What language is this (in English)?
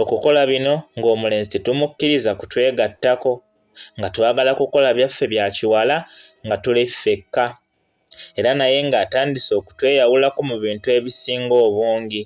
Ganda